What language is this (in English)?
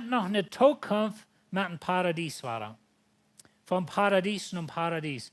Plautdietsch